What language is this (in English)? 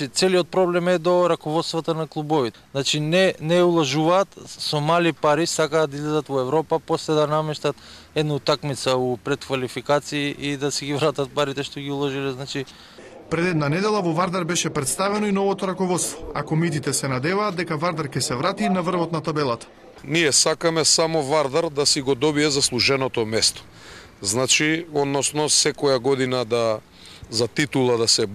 Macedonian